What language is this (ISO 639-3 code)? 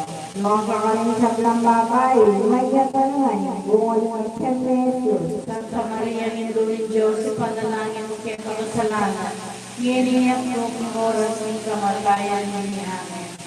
pam